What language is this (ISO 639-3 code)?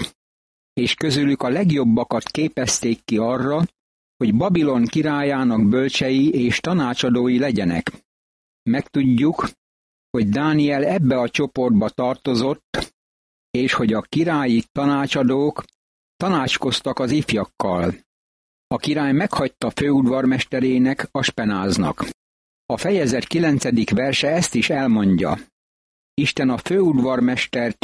hun